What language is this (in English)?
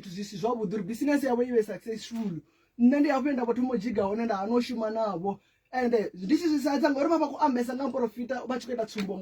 Venda